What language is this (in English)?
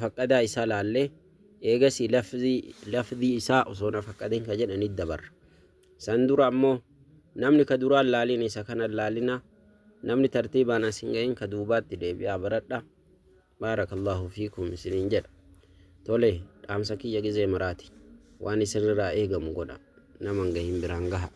Oromo